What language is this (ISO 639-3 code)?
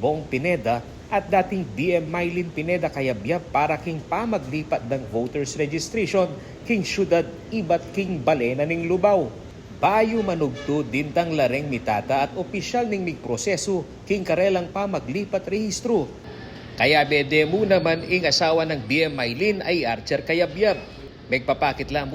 pam